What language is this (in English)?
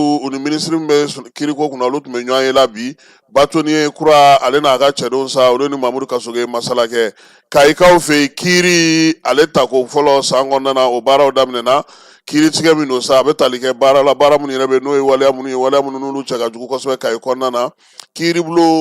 Bambara